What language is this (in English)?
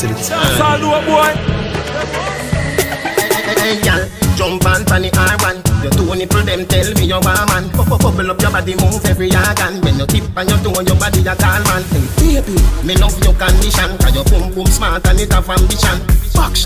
Jamaican Creole English